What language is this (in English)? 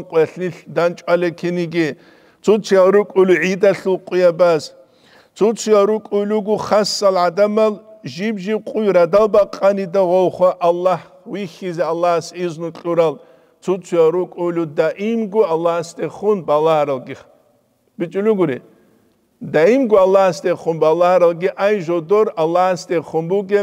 Avaric